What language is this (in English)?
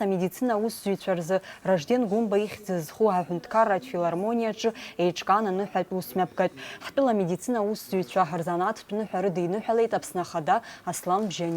Abkhazian